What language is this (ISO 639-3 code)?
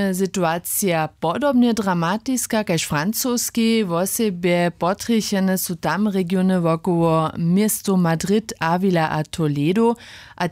hsb